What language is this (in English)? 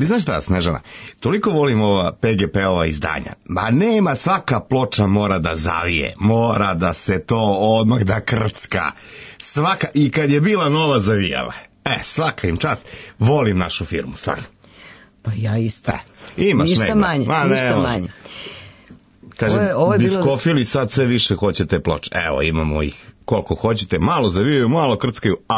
Serbian